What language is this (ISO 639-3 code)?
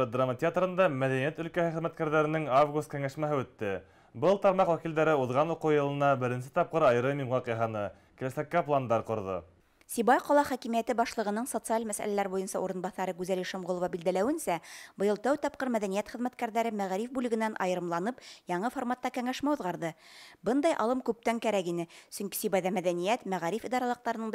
bak